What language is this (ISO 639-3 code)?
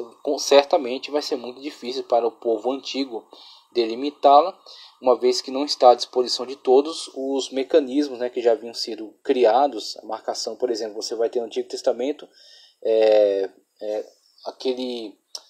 por